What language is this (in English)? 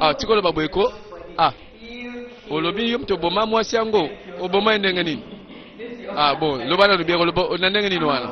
Lingala